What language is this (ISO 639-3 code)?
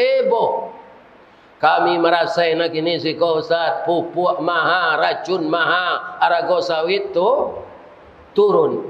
min